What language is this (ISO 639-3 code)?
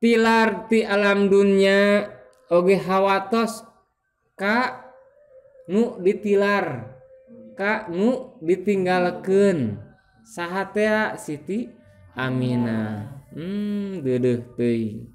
sun